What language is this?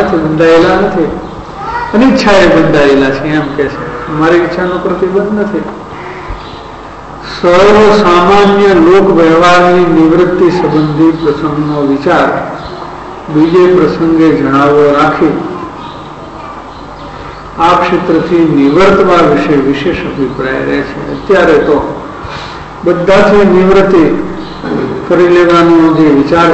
Gujarati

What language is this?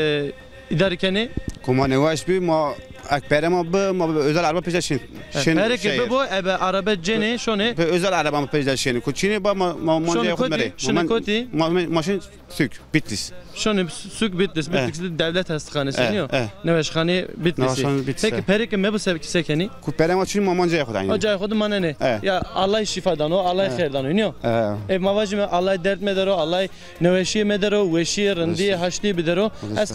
Zaza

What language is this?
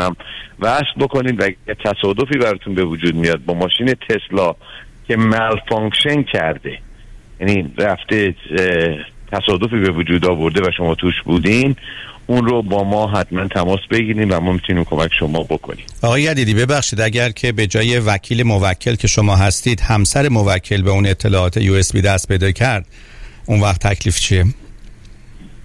Persian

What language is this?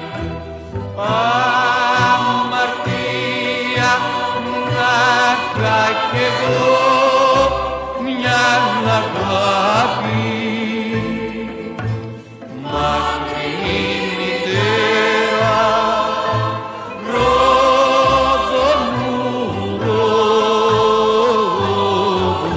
Greek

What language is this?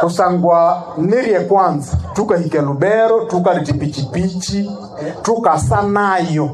Nande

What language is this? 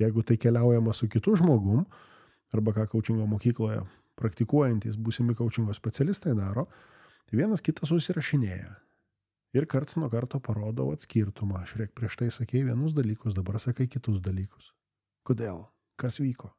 Lithuanian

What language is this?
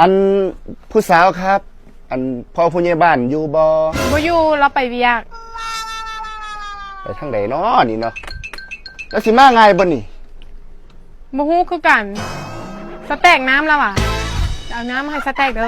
Lao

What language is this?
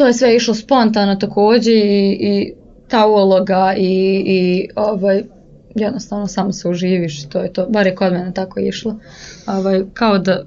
Serbian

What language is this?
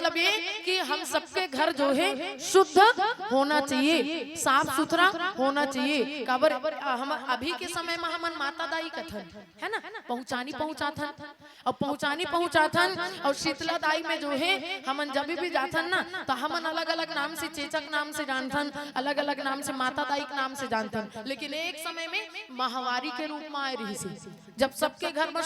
Chhattisgarhi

